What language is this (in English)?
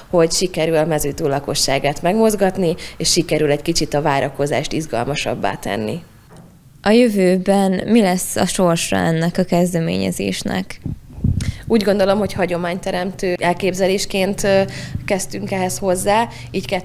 Hungarian